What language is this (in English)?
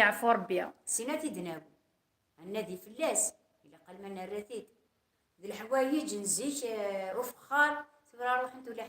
Kabyle